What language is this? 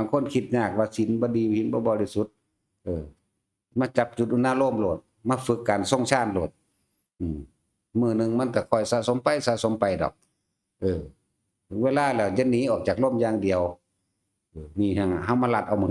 Northeastern Thai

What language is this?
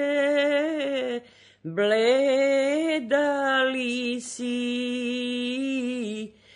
Serbian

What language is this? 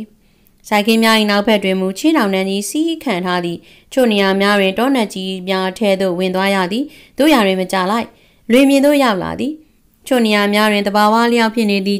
Burmese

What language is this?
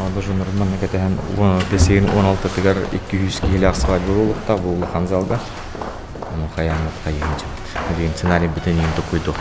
Yakut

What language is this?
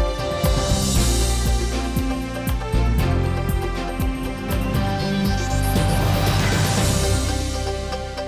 Udmurt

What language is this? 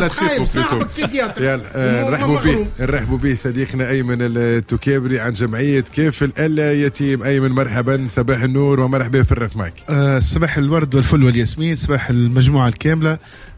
Tunisian Arabic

